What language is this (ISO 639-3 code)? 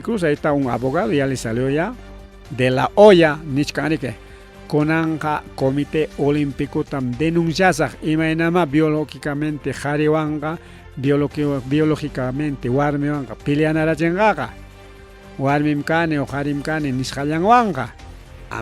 quy